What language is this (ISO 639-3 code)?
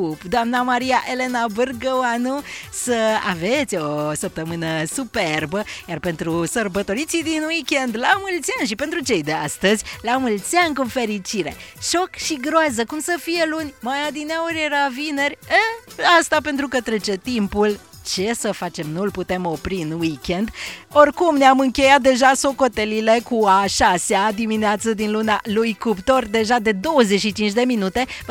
ron